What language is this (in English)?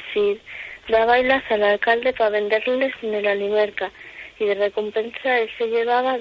Asturian